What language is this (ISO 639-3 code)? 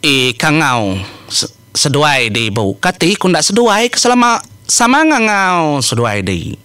iba